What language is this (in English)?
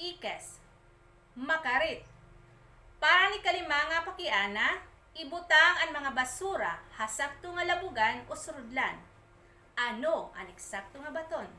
Waray